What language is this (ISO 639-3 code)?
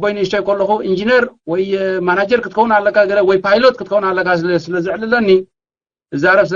tir